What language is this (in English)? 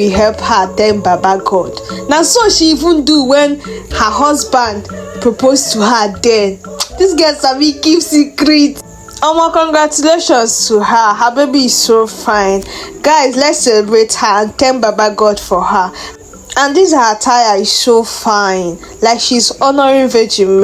Nigerian Pidgin